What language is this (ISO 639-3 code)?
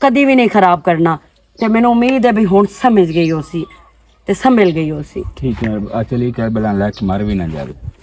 lah